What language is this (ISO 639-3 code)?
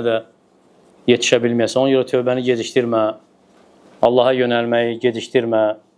aze